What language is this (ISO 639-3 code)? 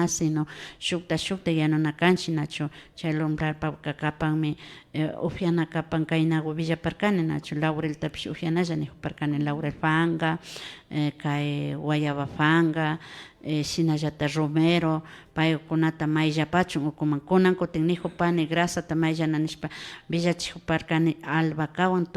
qvi